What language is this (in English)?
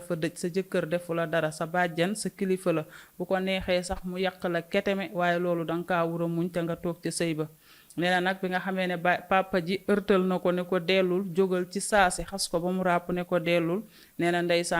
Wolof